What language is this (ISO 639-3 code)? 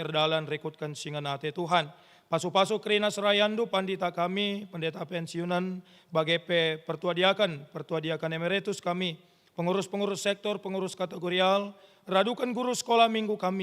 btx